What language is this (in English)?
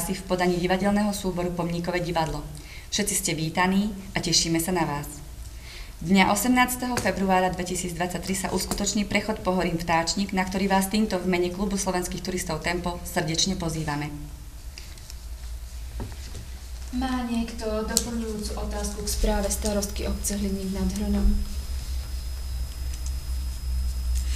Slovak